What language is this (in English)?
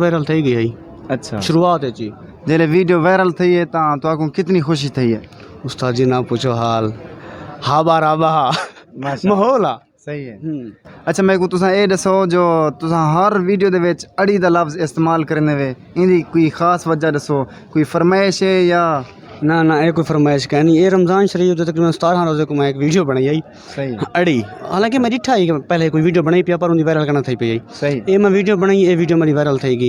Saraiki